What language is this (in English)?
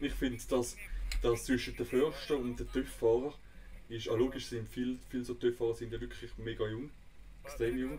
Swiss German